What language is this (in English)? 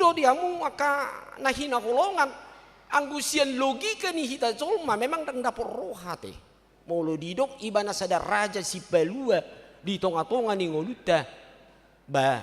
Batak Toba